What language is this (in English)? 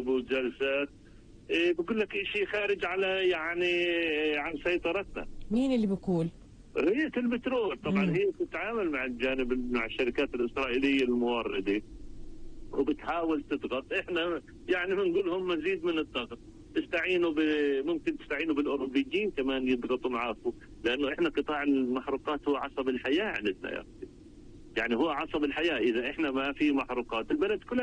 North Levantine Arabic